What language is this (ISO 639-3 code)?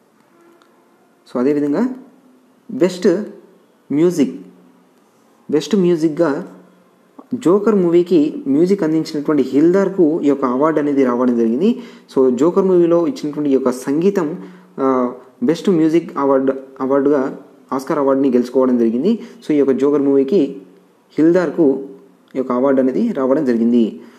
tel